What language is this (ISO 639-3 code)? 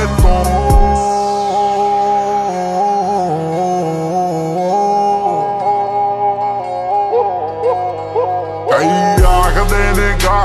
pan